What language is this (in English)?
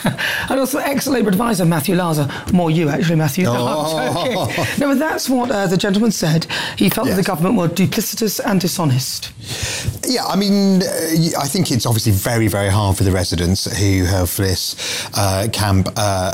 English